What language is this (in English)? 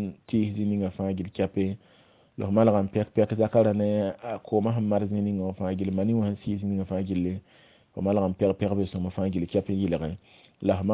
Mossi